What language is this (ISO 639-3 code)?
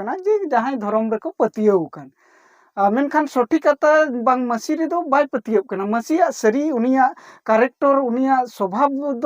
sat